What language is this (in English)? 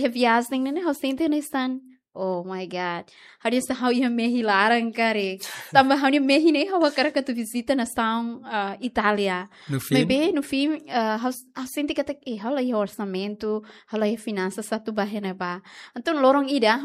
Tetum